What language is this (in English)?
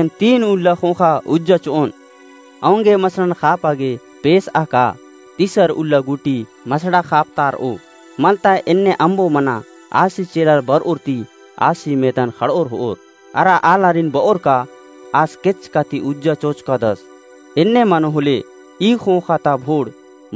Kurukh